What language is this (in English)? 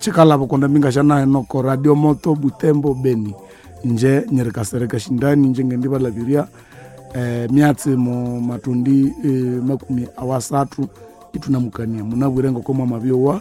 Nande